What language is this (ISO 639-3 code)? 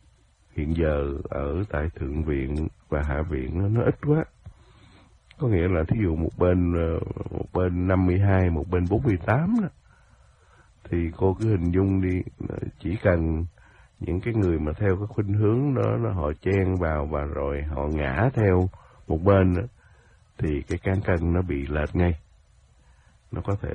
vie